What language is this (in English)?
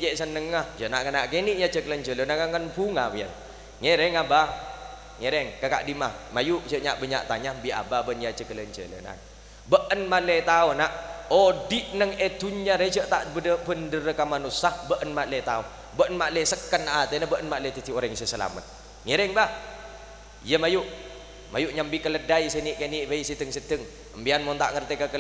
Madurese